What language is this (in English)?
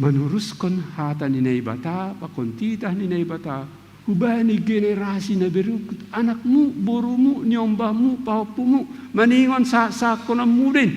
Batak Simalungun